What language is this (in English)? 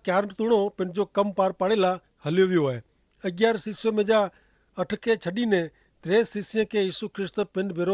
Kachhi